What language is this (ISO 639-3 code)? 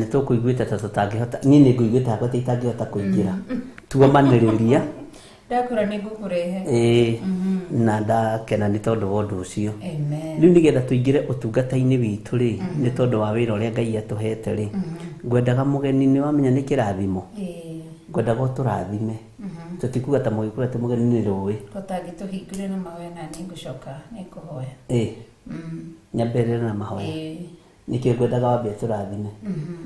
kik